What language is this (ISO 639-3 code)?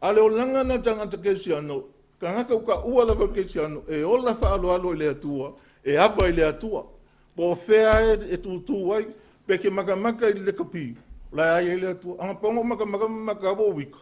smo